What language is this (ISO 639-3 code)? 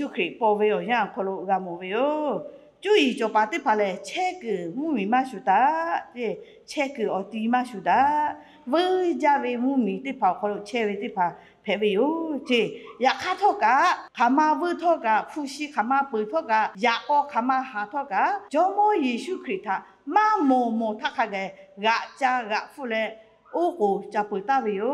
lhu